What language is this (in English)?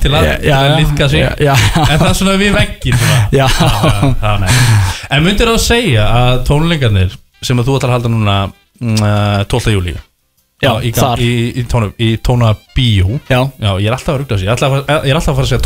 Icelandic